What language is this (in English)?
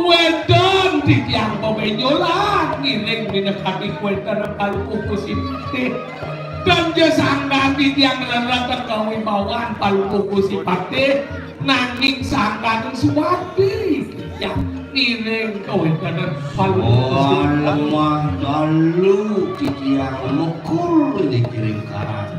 Balinese